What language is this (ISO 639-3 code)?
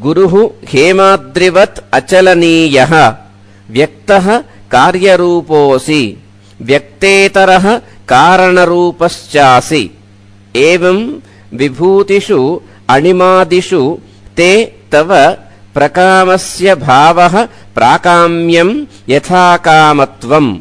san